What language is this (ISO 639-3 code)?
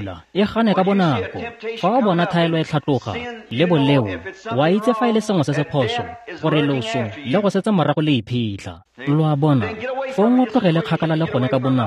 tsn